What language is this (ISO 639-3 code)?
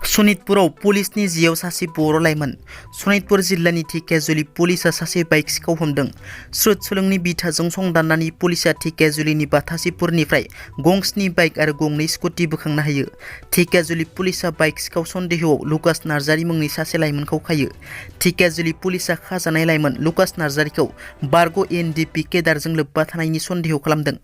brx